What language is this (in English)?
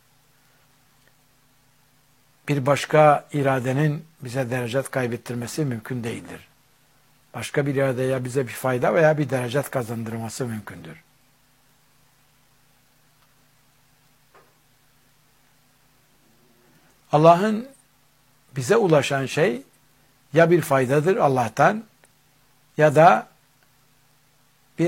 Turkish